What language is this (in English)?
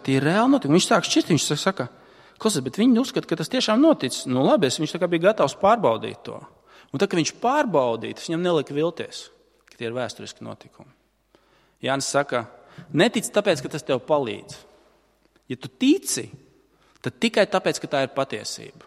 Latvian